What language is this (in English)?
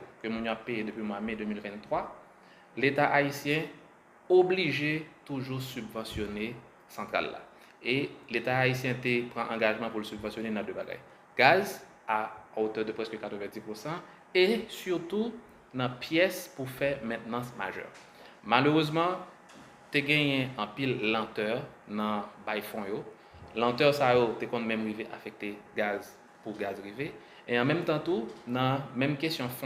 Haitian Creole